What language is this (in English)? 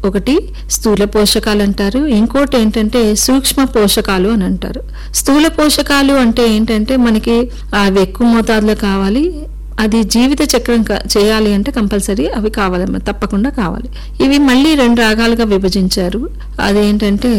Telugu